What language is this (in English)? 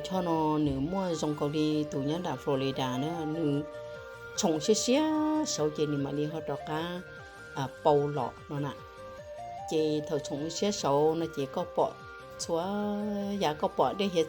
Hmong